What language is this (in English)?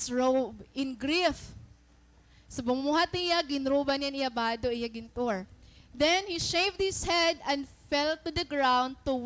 Waray